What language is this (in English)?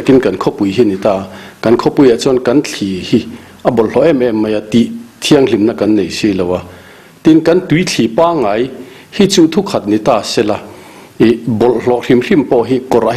Mizo